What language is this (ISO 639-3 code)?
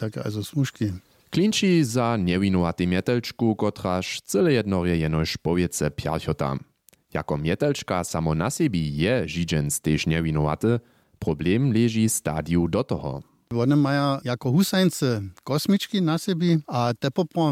hsb